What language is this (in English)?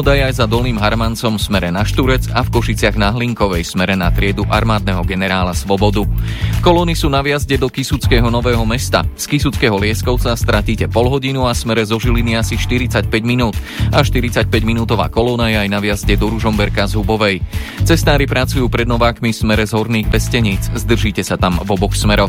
Slovak